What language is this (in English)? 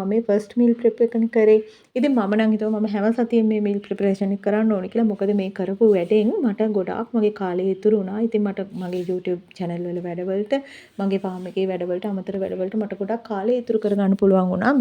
Sinhala